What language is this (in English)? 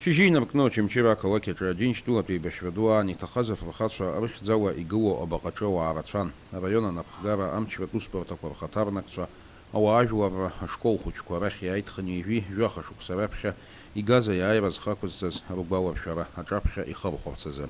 Abkhazian